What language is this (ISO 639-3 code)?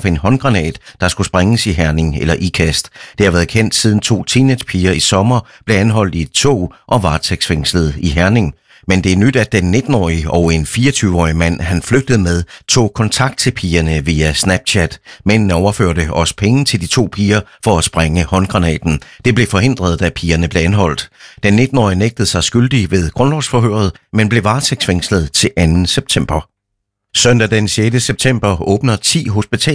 dan